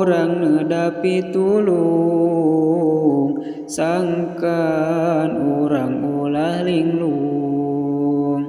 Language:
Sundanese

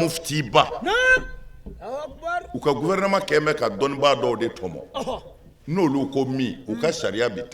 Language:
Bambara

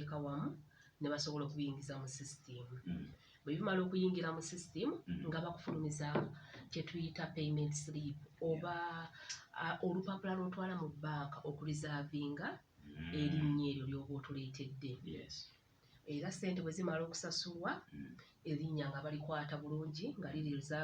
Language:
Ganda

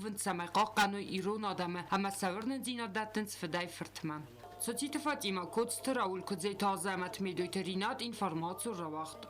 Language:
Ossetic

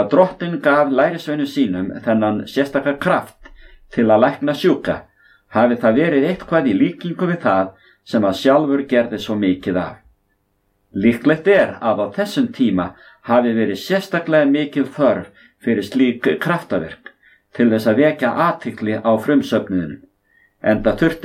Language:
Icelandic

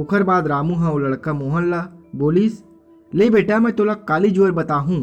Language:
Chhattisgarhi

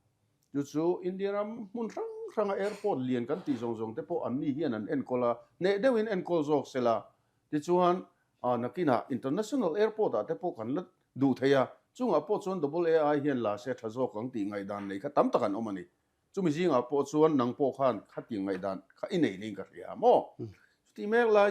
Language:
Mizo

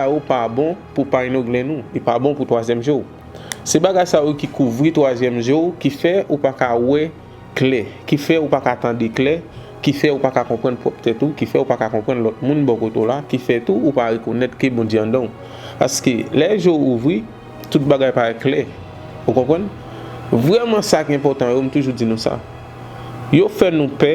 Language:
Haitian Creole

